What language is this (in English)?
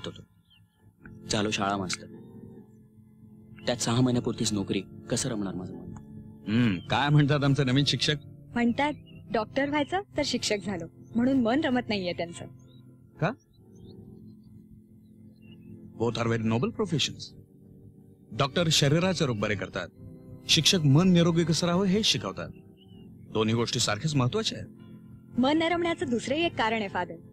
Marathi